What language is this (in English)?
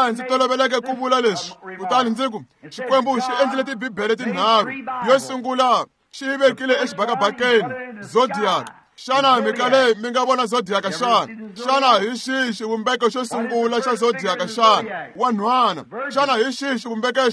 Tsonga